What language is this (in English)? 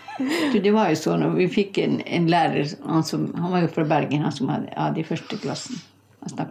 Norwegian